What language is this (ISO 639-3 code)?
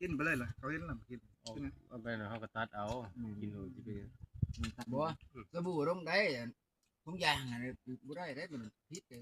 tts